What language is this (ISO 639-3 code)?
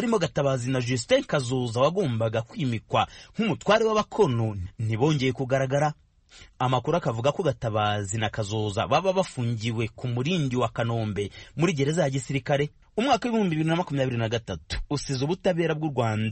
kin